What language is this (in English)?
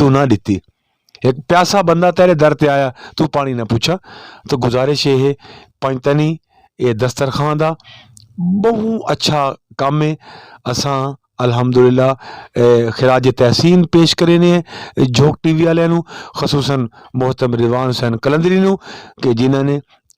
Saraiki